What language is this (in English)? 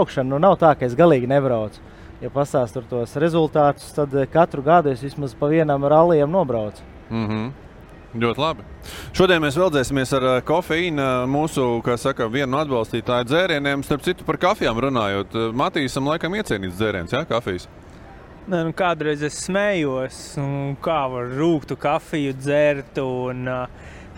Latvian